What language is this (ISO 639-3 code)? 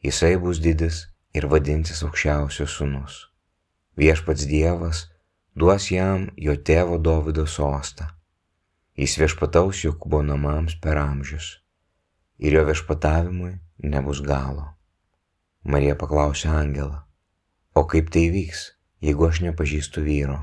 lit